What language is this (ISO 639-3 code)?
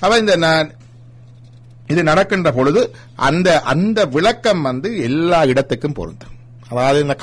tam